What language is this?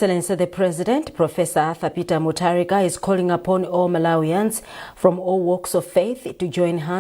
English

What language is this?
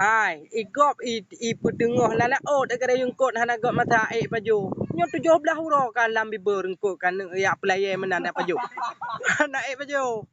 Achinese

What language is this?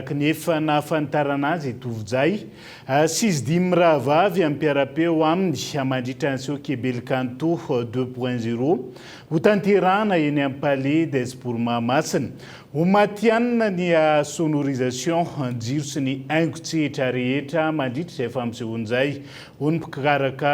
Malagasy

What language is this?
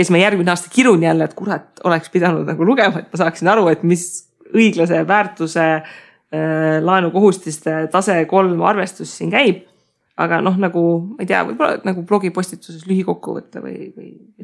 Estonian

